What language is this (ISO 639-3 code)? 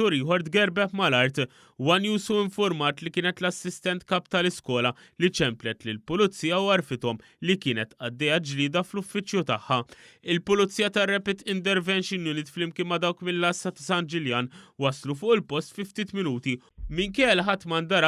mlt